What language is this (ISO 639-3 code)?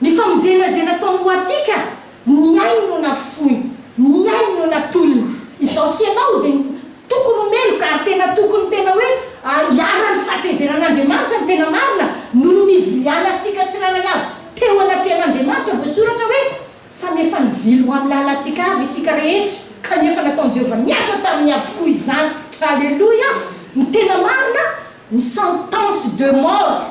mlg